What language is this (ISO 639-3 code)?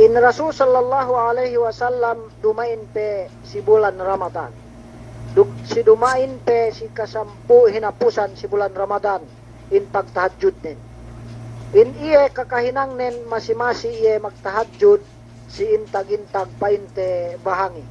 yka